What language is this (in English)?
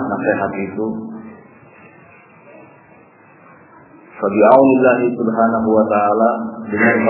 Indonesian